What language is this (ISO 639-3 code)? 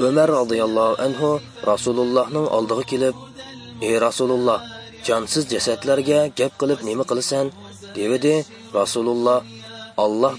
uig